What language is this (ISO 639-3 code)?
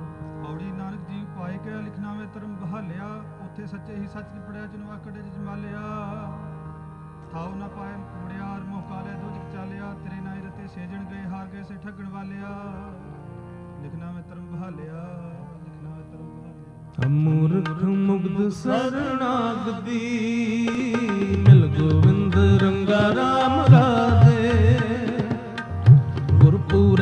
pan